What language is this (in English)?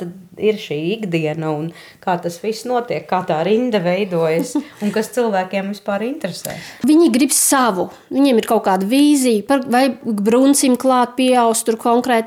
Latvian